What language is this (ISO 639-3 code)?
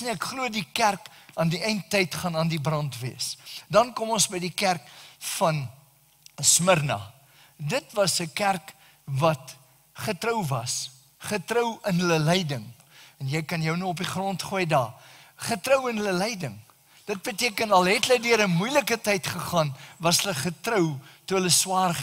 afr